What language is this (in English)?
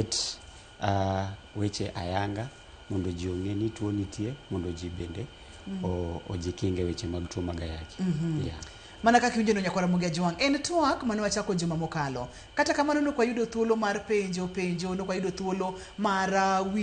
Luo (Kenya and Tanzania)